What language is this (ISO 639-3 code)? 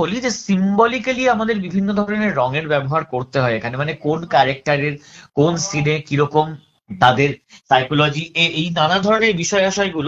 ben